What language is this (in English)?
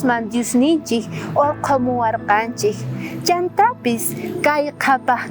South Bolivian Quechua